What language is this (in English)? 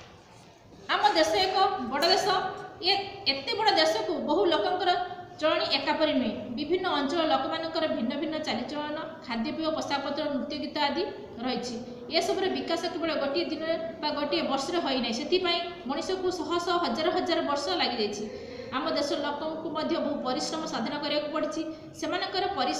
Odia